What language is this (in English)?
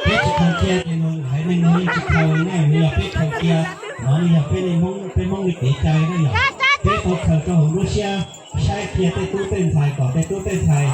Hmong